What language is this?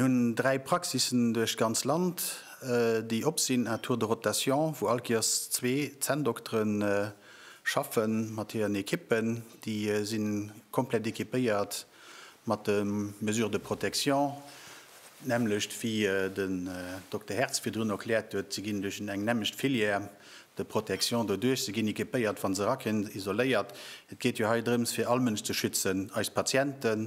Luxembourgish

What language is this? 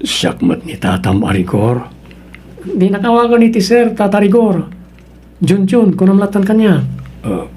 Iloko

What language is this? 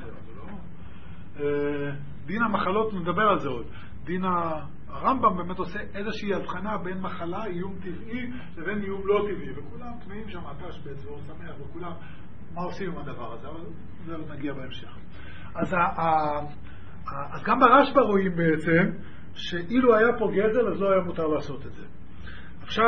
Hebrew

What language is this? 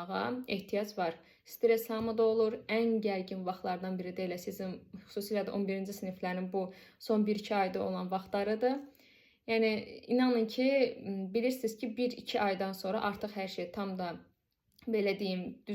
Azerbaijani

